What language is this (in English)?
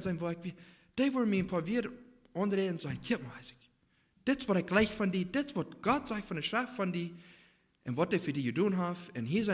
Plautdietsch